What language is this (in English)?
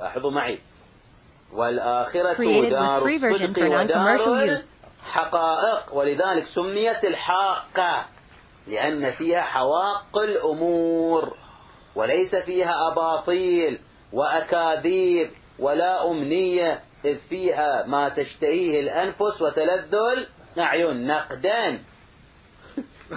Arabic